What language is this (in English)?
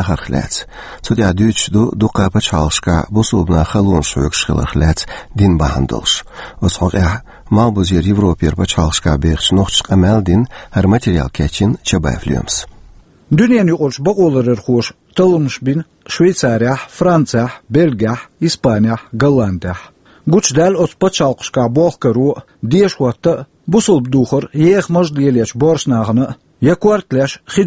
Chechen